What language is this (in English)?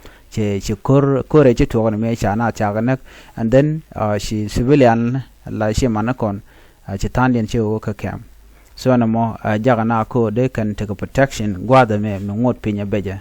Nuer